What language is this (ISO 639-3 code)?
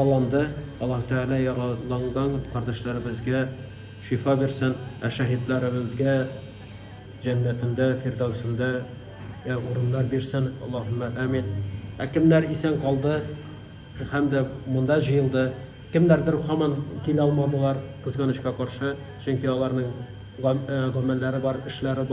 tat